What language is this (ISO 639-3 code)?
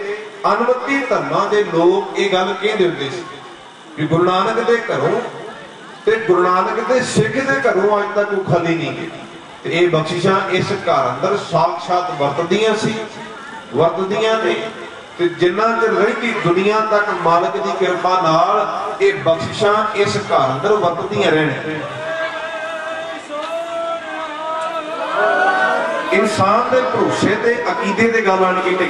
pan